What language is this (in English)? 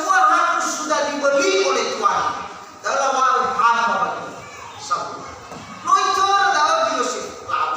Nias